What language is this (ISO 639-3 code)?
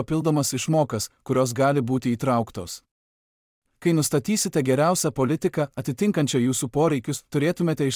lit